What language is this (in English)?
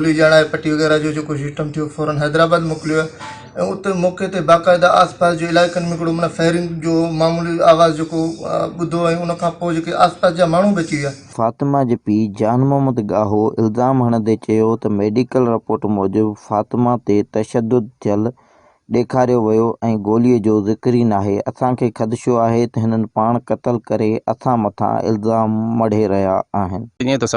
Sindhi